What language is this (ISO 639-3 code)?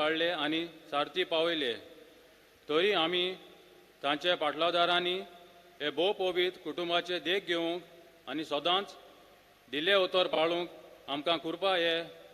kok